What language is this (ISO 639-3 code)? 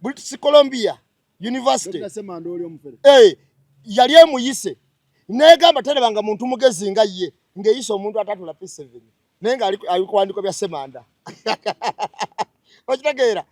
lug